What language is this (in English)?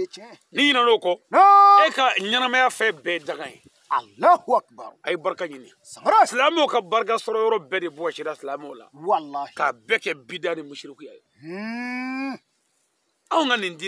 Bambara